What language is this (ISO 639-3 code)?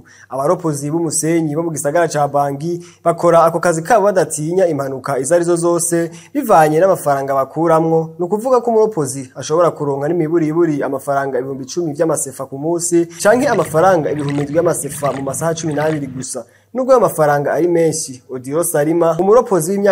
run